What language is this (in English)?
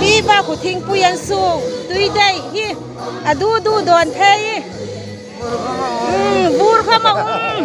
Hmar